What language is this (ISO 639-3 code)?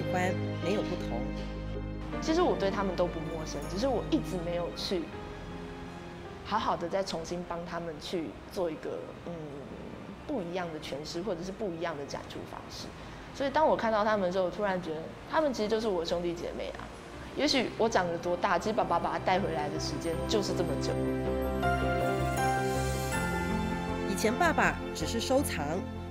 zho